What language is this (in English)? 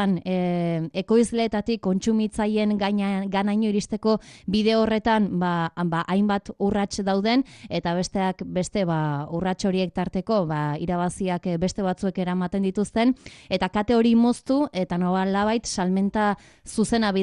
Basque